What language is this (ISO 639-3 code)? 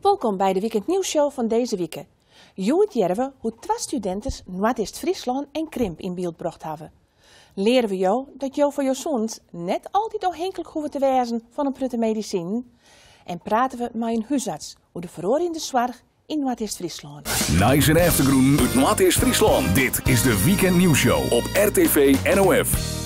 fry